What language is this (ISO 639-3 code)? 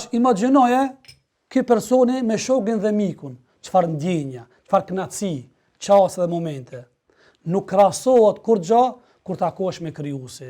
sqi